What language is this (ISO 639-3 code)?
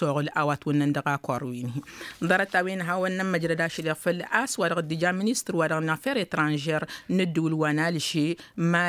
taq